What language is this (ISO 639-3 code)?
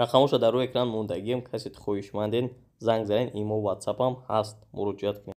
tgk